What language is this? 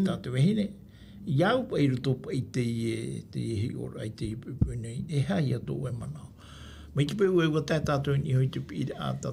Tahitian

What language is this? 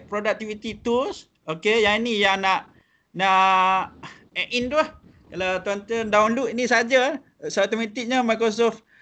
Malay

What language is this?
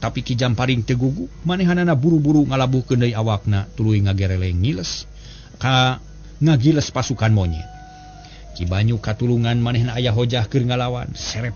Sundanese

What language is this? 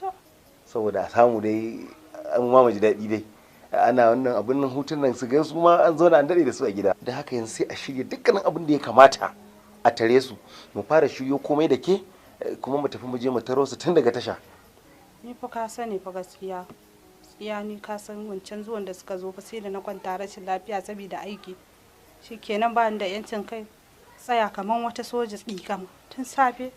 Hausa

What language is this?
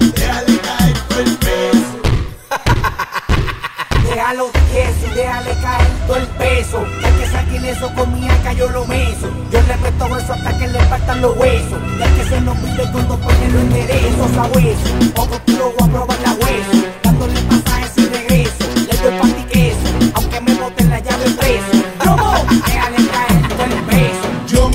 Spanish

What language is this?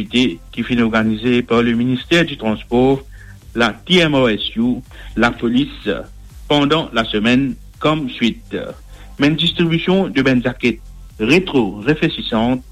Morisyen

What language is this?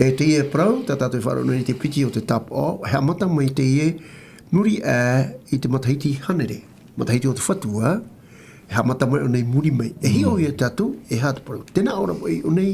Tahitian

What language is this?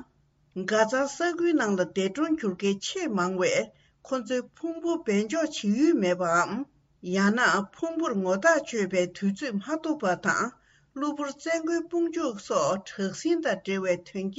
Tibetan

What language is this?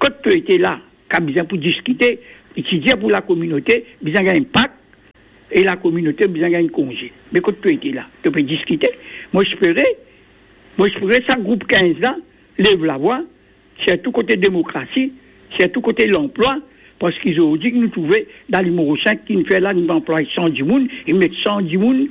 Morisyen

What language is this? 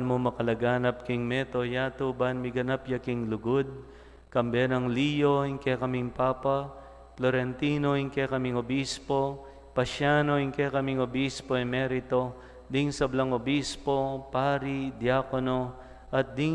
Pampanga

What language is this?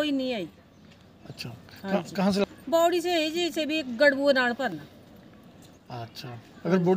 Hindi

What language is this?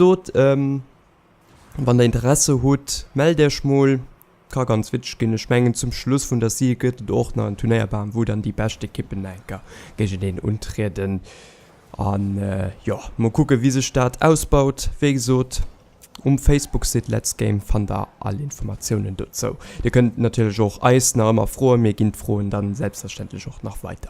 Luxembourgish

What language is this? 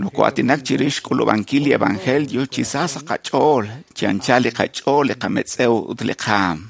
Kekchí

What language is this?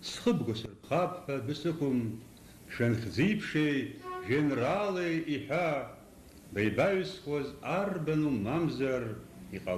Abkhazian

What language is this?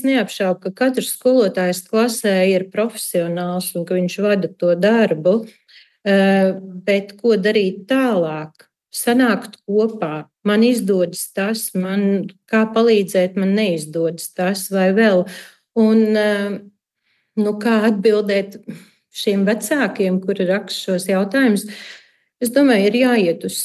Latvian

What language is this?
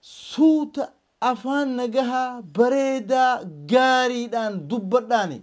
Oromo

